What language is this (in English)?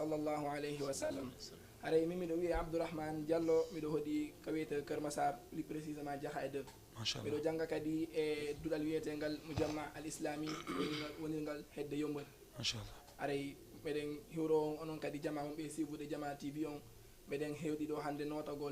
Fula